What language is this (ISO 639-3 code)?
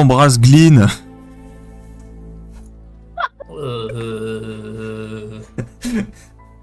fra